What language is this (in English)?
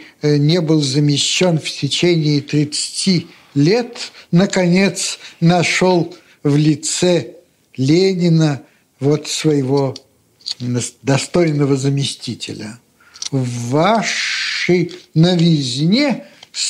Russian